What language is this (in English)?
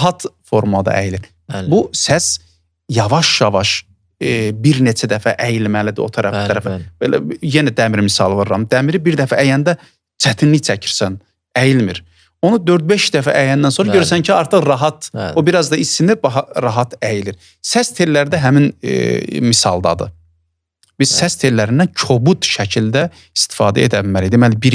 Azerbaijani